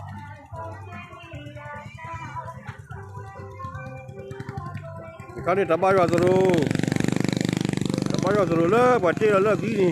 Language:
S'gaw Karen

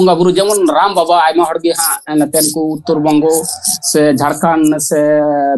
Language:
Santali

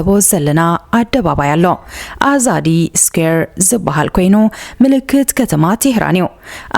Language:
Tigrinya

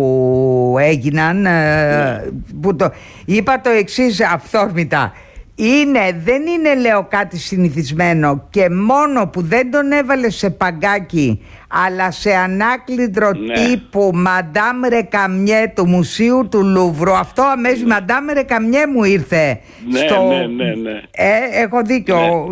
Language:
Greek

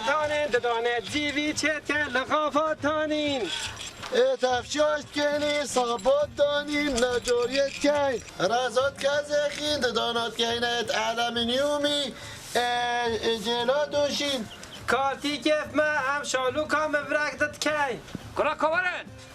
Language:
Kurdish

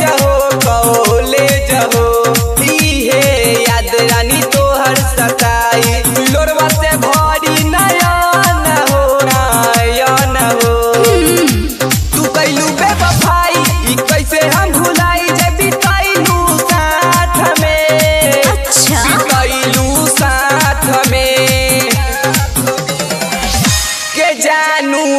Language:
Bhojpuri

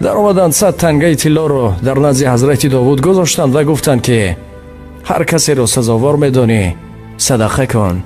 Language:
Tajik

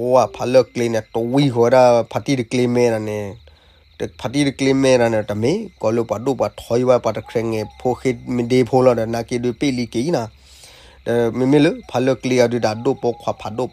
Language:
S'gaw Karen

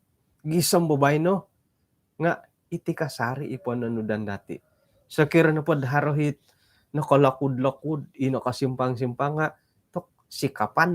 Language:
Central Dusun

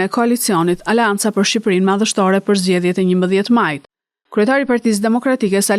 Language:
Albanian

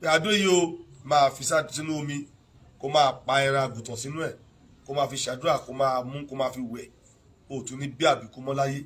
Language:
Yoruba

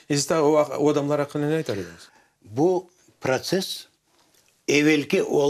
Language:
Crimean Tatar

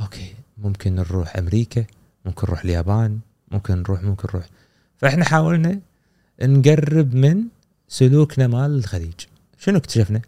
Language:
Gulf Arabic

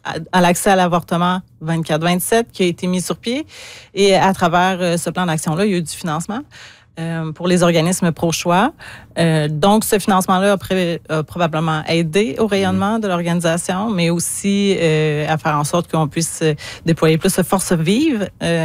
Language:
French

